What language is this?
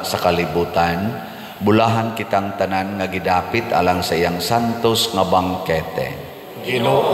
Cebuano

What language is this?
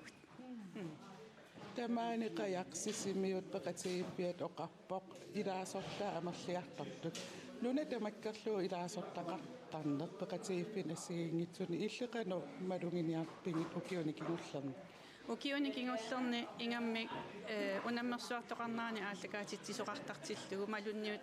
Kalaallisut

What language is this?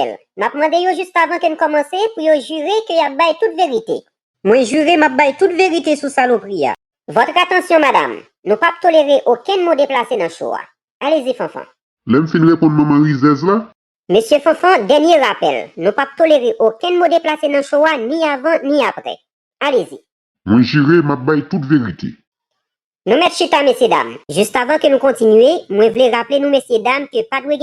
Haitian Creole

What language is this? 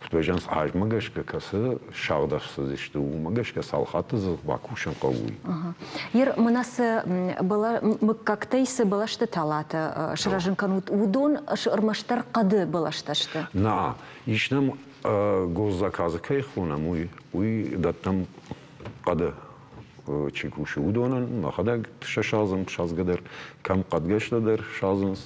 Ossetic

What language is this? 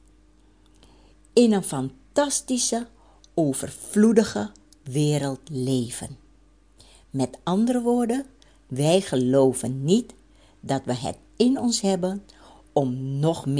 Dutch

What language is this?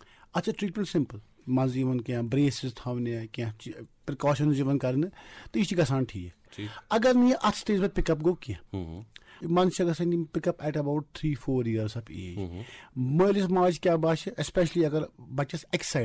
Kashmiri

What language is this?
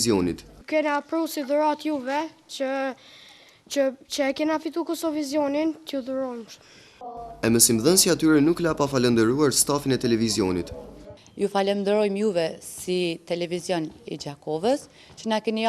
Albanian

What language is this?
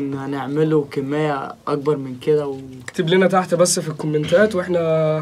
Egyptian Arabic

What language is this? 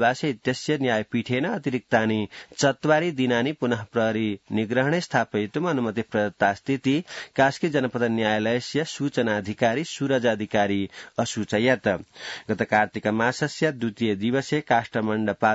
Sanskrit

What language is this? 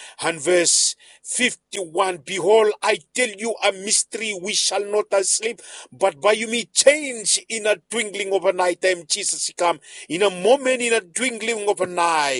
Bislama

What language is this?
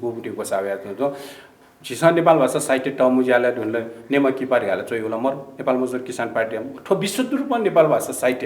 Newari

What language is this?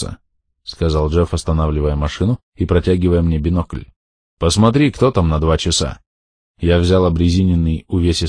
Russian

